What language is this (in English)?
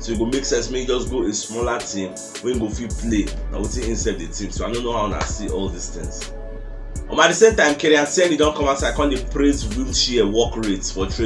Nigerian Pidgin